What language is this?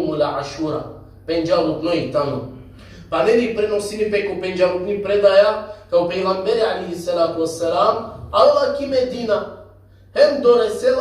Balkan Romani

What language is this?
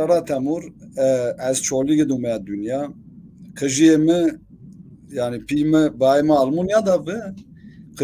Zaza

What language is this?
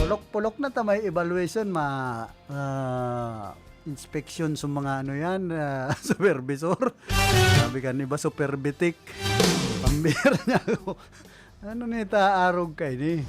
Bikol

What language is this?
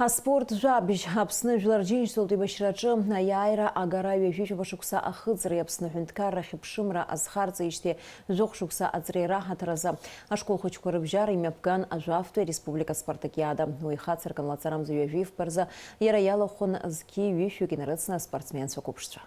Abkhazian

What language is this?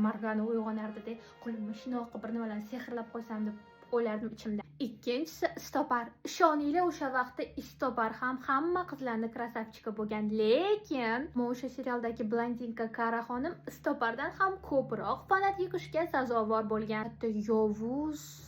Uzbek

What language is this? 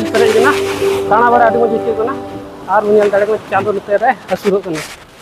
Santali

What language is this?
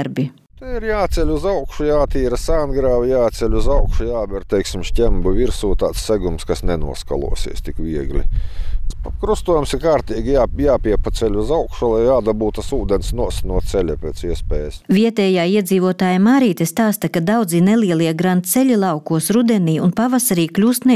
Latvian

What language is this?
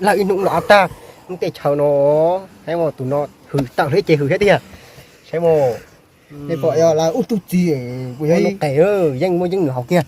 Hmong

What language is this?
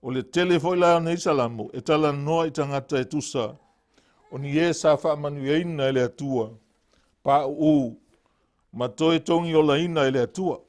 Samoan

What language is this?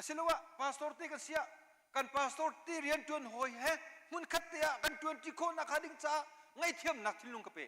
Hakha Chin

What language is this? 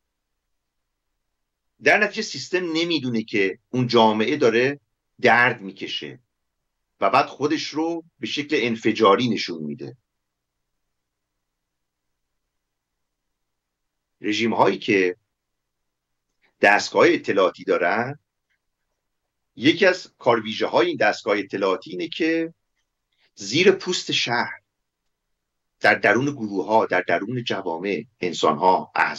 Persian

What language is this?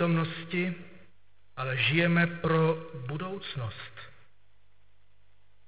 Czech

